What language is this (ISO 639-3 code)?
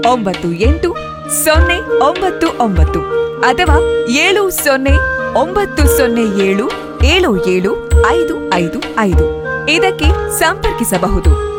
kan